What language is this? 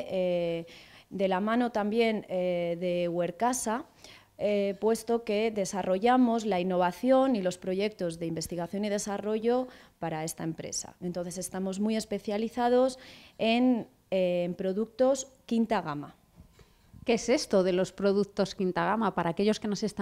Spanish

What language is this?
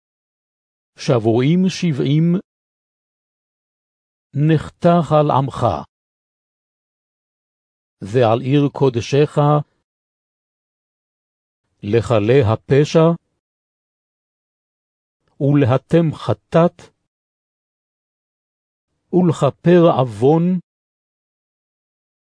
Hebrew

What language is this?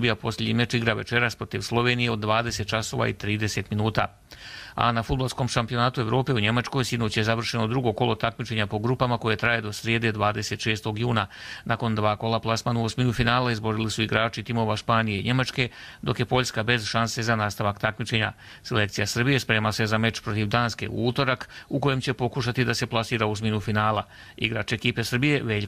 Croatian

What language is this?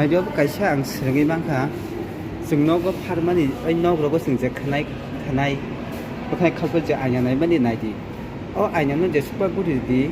Kok Borok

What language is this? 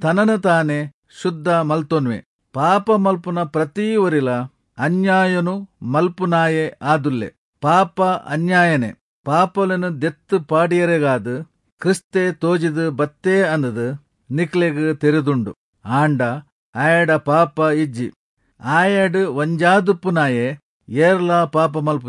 Tulu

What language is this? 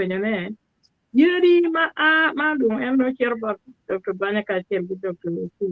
Acoli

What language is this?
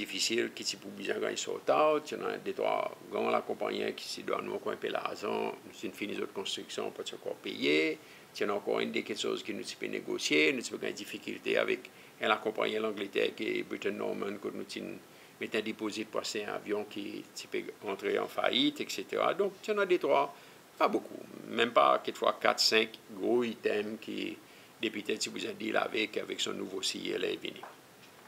Seselwa Creole French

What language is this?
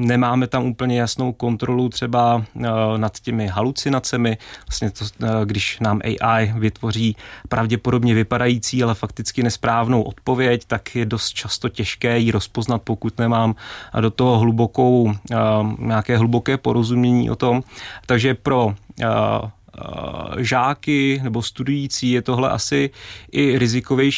Czech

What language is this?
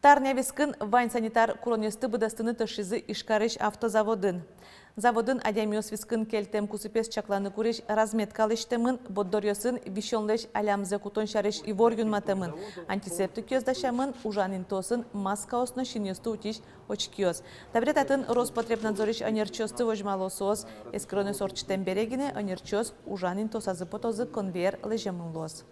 Udmurt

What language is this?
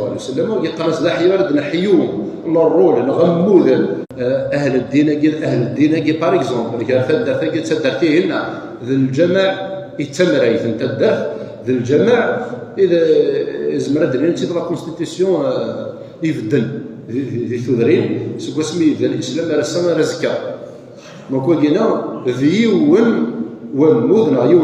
Kabyle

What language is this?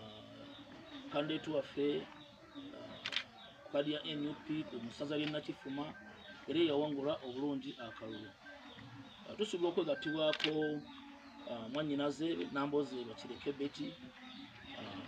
Ganda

